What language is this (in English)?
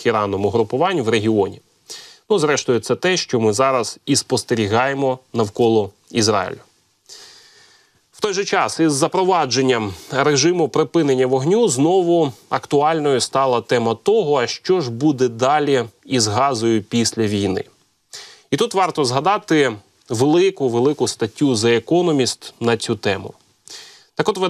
Ukrainian